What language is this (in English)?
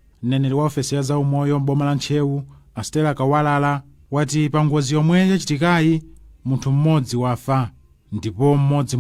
Nyanja